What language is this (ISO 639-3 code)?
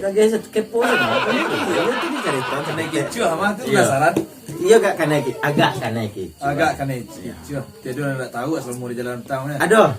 min